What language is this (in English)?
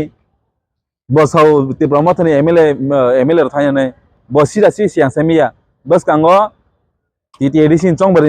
Kok Borok